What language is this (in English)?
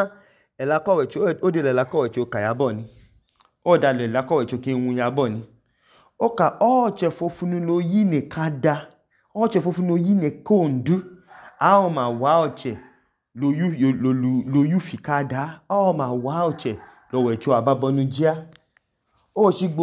Idoma